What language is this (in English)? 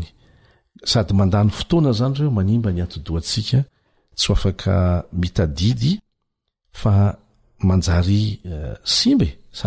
Malagasy